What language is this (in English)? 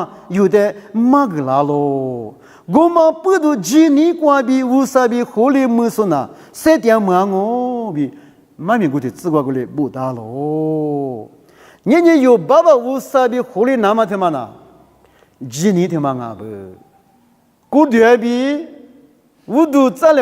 Lisu